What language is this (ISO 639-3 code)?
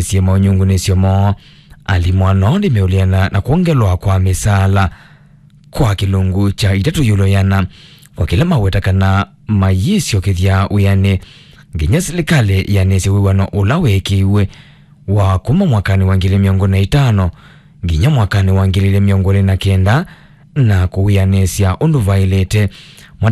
kam